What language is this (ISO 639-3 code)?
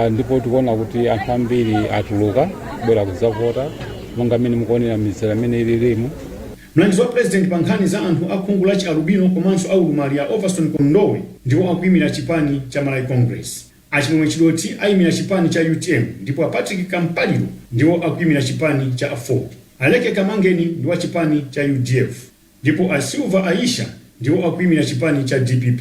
nya